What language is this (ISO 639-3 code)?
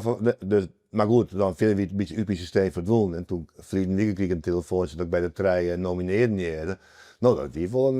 fry